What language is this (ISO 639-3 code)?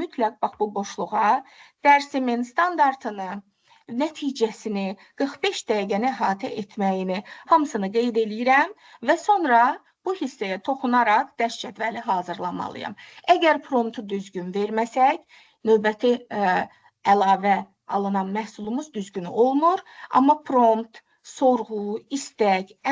aze